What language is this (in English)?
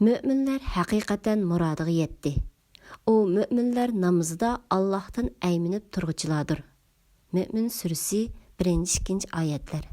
Uyghur